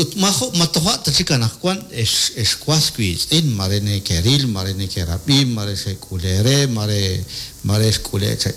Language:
Kekchí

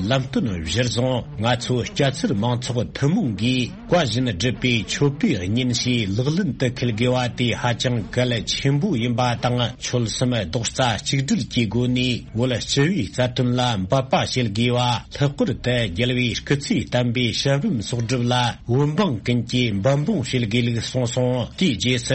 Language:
Tibetan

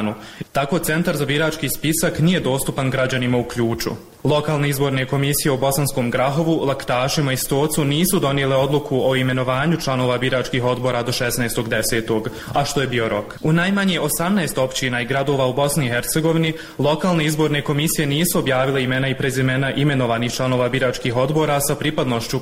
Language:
Bosnian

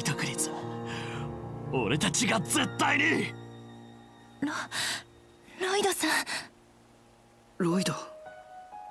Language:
Japanese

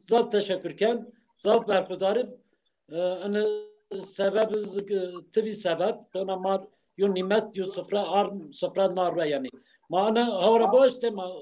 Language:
Zaza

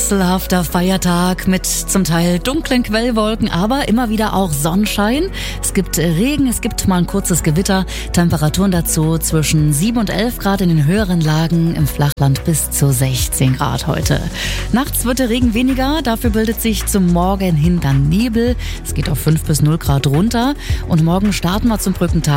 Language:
German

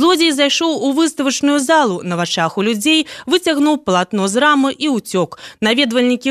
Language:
Belarusian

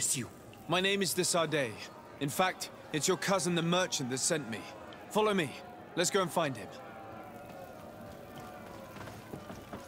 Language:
English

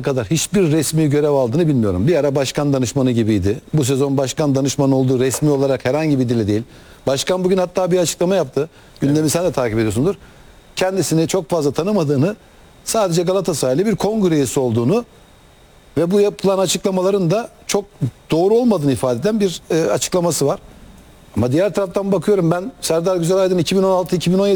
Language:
Turkish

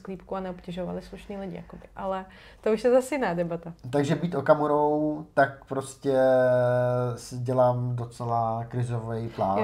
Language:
Czech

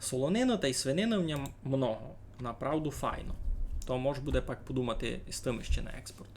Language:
Rusyn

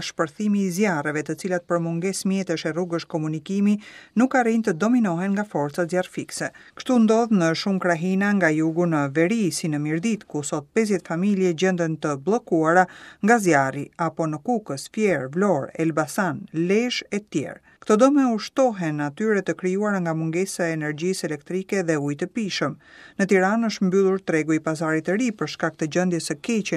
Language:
Albanian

